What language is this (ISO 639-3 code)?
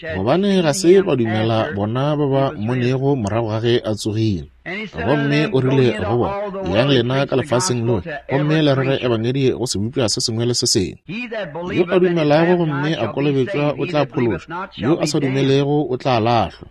nso